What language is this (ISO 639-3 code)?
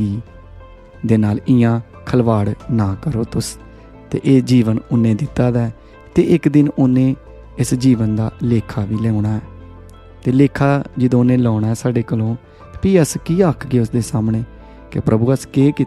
doi